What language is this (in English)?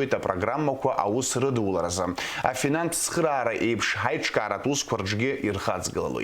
Abkhazian